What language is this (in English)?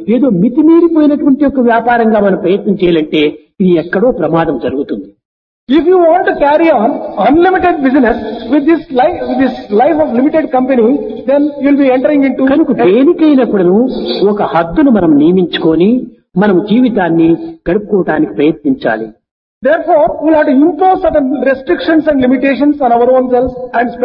Telugu